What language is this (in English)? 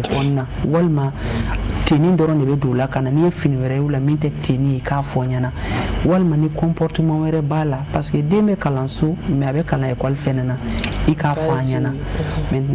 Bambara